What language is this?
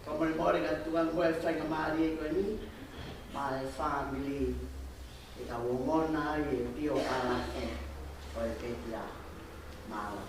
Tongan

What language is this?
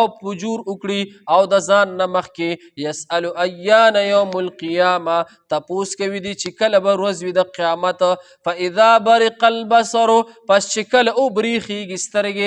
Pashto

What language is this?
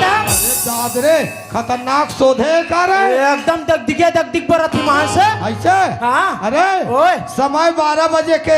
Chhattisgarhi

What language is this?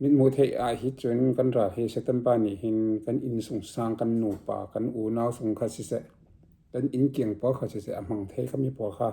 Falam Chin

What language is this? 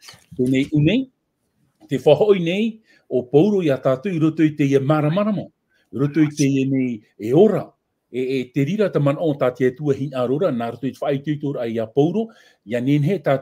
Tahitian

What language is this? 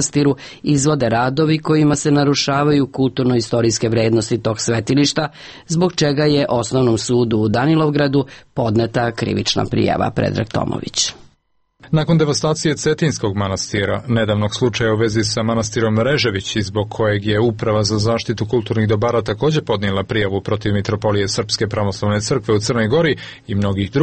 Serbian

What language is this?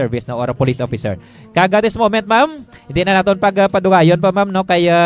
Hiligaynon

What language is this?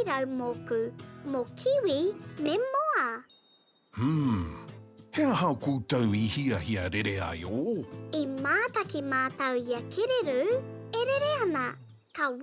Māori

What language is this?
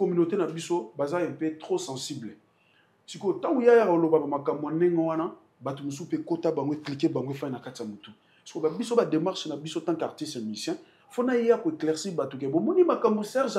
Lingala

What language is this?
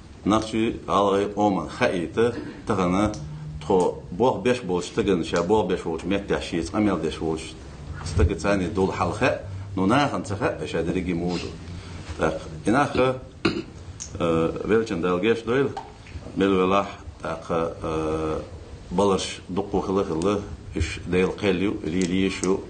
Ingush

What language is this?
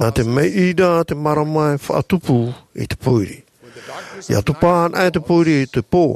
Tahitian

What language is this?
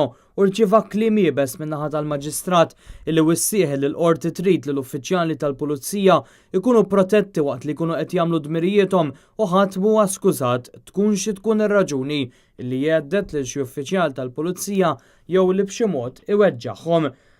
Maltese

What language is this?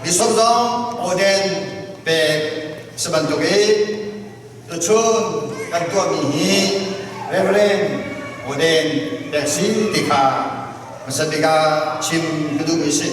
Falam Chin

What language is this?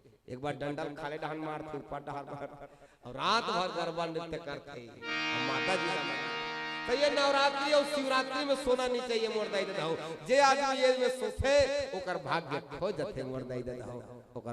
Chhattisgarhi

